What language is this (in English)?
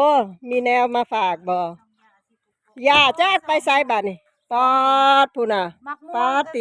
Northeastern Thai